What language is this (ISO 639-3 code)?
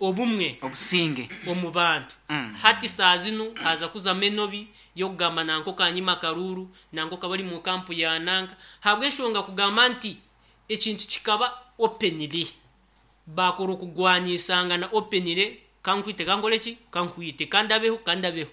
nyn